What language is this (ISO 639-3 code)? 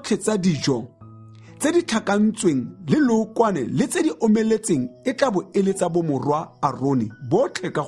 tsn